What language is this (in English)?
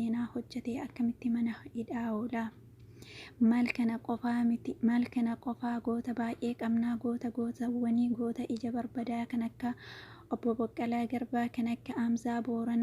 Oromo